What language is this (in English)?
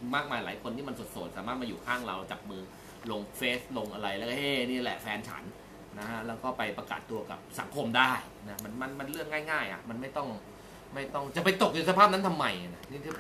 Thai